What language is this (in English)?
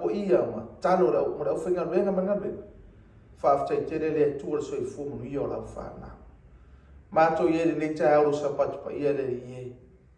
Samoan